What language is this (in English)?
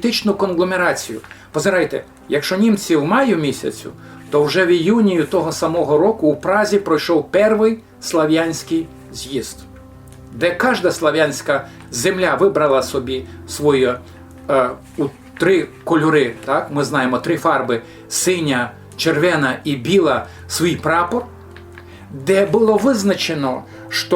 Rusyn